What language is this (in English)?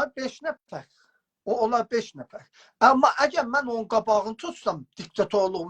South Azerbaijani